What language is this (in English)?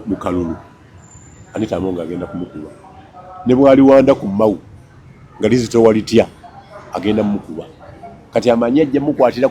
Ganda